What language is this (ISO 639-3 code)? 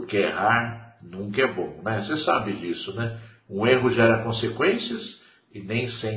por